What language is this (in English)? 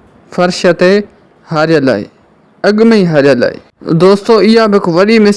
Sindhi